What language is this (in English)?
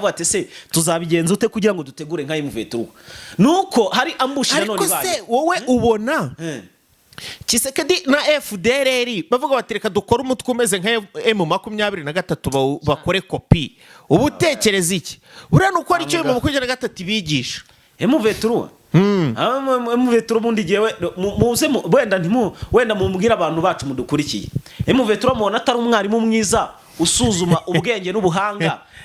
Kinyarwanda